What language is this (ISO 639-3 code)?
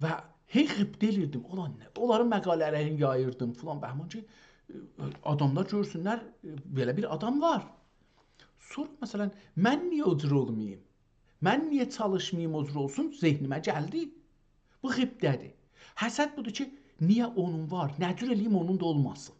azb